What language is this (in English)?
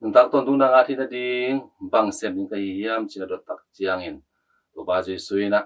Tedim Chin